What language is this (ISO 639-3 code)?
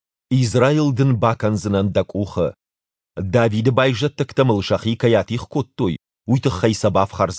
oss